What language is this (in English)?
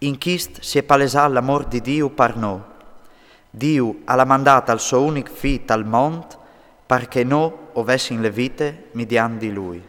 Friulian